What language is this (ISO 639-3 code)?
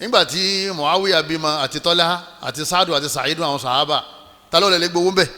yor